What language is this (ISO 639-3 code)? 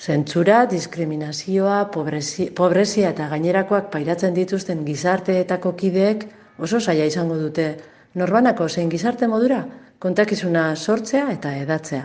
eus